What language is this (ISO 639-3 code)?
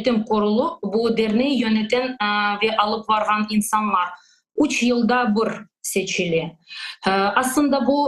crh